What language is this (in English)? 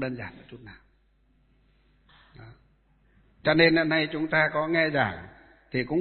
Vietnamese